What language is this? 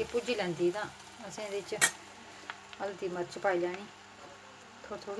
Dogri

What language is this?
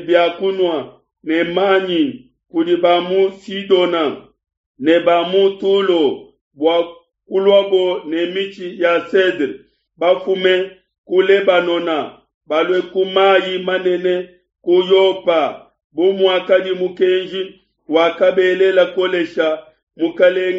Luba-Lulua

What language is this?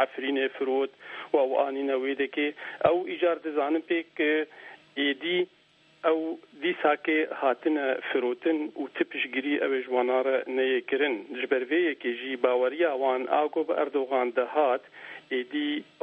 Kurdish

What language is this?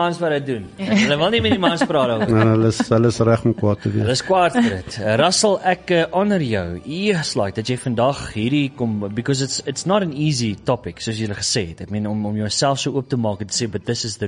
Afrikaans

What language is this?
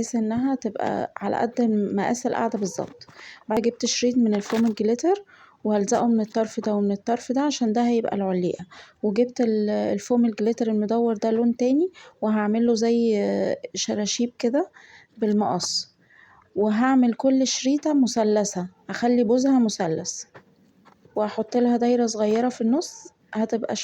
Egyptian Arabic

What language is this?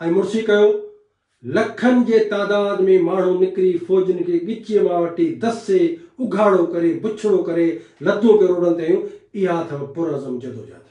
Sindhi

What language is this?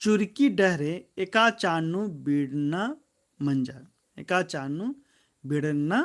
Kurukh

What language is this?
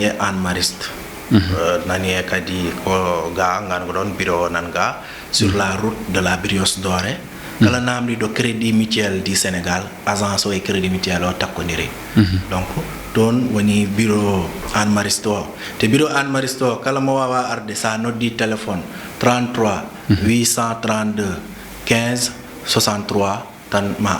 Fula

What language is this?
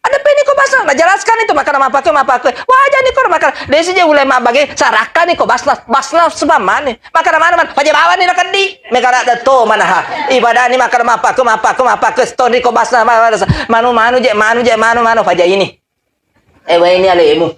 Buginese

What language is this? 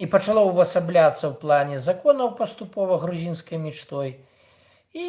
Belarusian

